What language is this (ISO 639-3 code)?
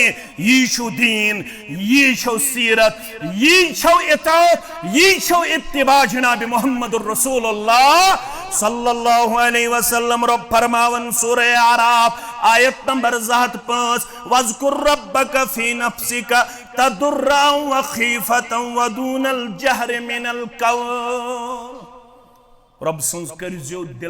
kas